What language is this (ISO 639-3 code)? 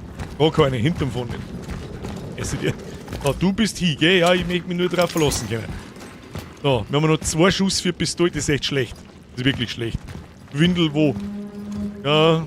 bar